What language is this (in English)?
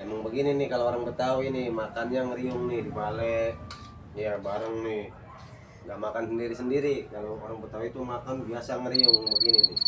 Betawi